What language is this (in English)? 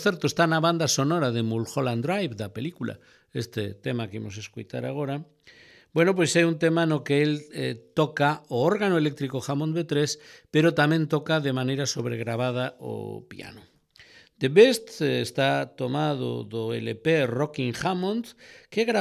Galician